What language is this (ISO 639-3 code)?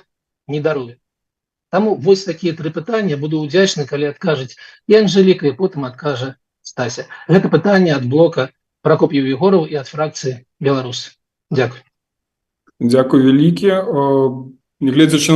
bel